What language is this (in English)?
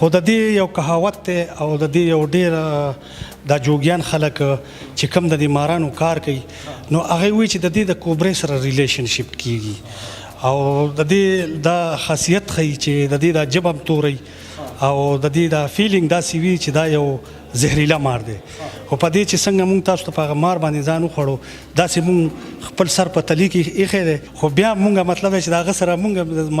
Pashto